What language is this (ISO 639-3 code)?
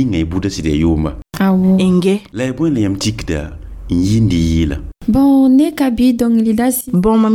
mos